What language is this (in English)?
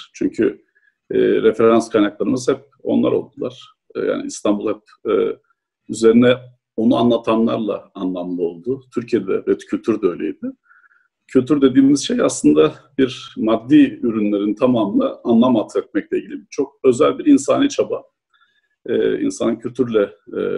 Turkish